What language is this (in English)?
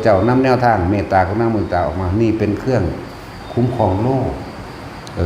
Northeastern Thai